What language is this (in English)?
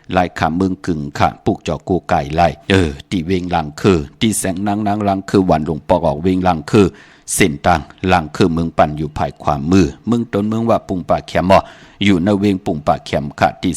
Shan